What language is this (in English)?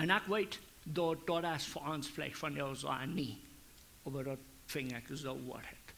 Plautdietsch